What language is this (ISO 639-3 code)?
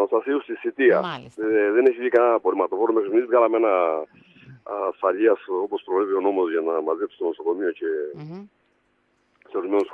ell